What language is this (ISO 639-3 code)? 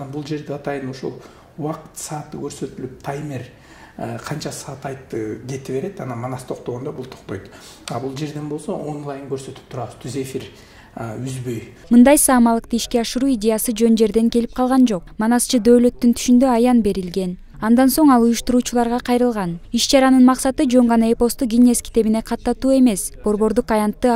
kir